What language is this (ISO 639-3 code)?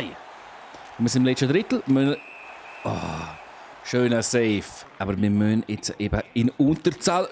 gsw